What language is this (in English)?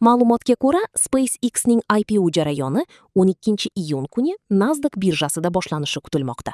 Kyrgyz